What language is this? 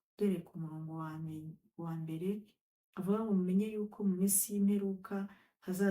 Kinyarwanda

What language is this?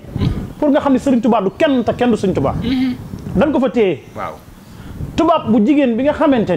Wolof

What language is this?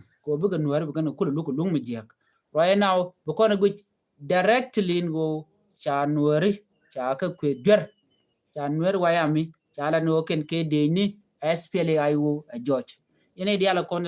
Nuer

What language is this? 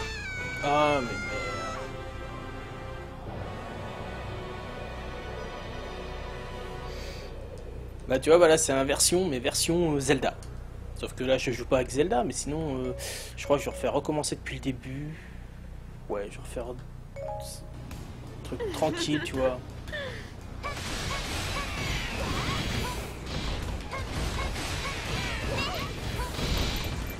French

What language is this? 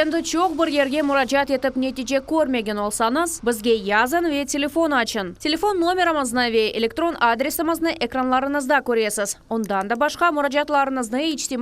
Crimean Tatar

